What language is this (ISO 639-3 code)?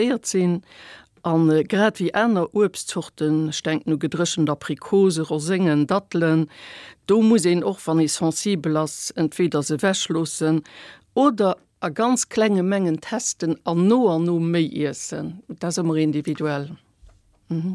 ltz